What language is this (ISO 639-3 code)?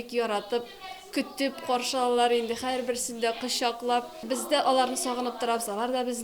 tat